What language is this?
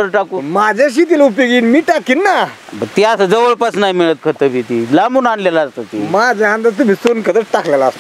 Marathi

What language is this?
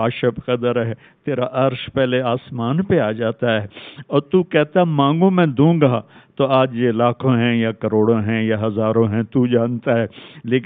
Urdu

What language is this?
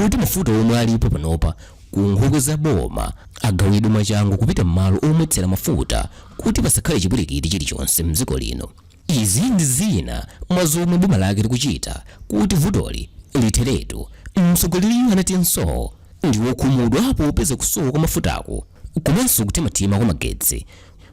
Nyanja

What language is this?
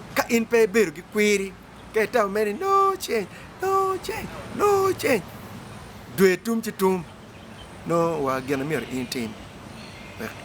Acoli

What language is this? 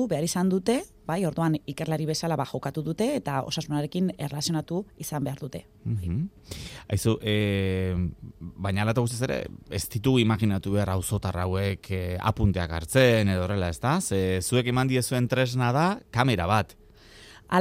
Basque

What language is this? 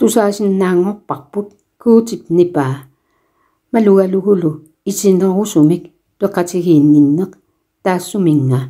Kalaallisut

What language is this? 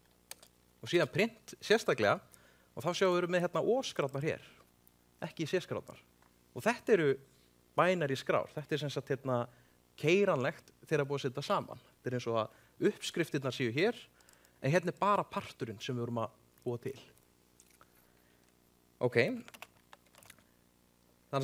Icelandic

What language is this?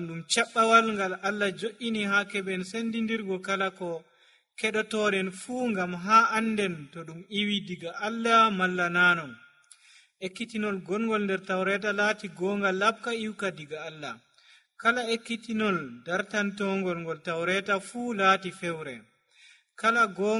Nigerian Fulfulde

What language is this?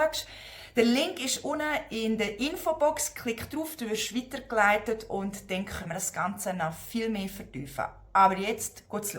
Swiss German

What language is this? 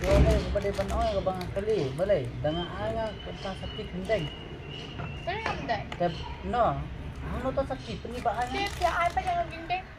Khasi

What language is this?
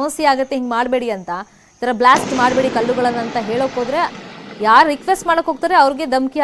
Kannada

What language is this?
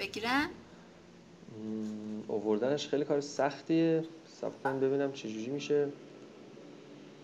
Persian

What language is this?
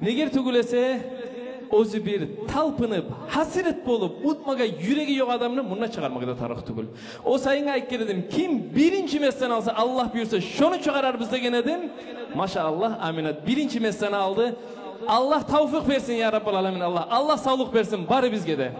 Kumyk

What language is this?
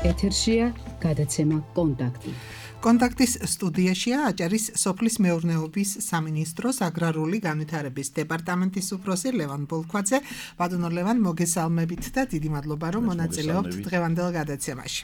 Georgian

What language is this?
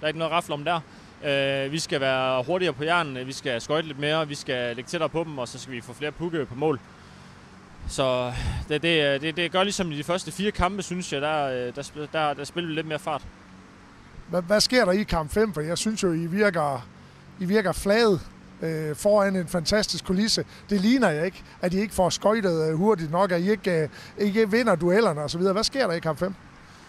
Danish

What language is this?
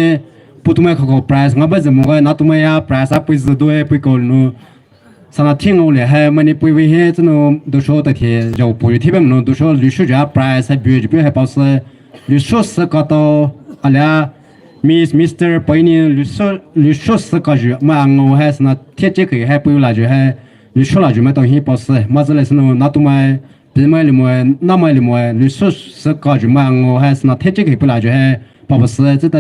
Poumei Naga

